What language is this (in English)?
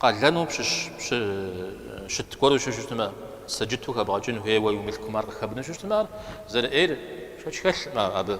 Kabardian